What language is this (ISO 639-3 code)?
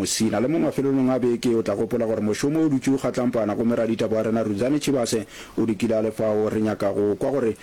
nso